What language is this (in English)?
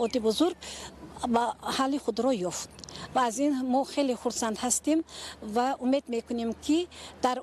Tajik